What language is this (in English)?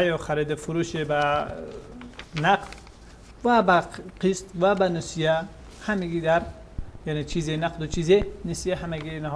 Persian